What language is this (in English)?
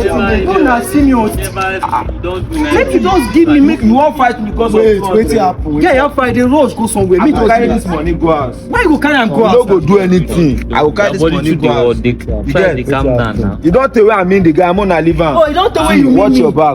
Nigerian Pidgin